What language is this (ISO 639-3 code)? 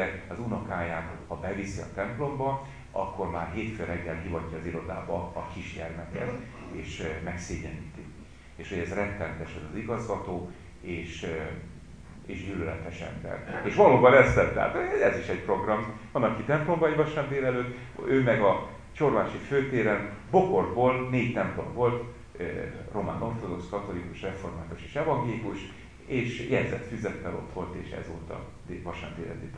hun